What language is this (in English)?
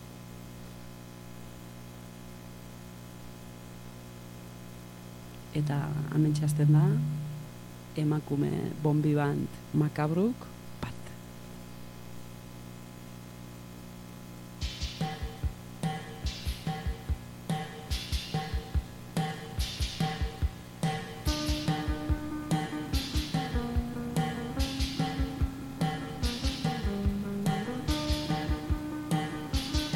Basque